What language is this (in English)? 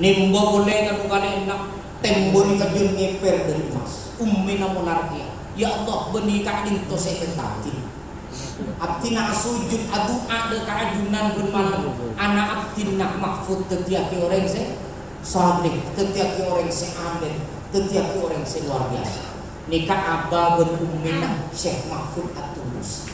Madurese